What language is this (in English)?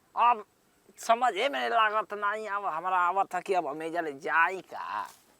Bhojpuri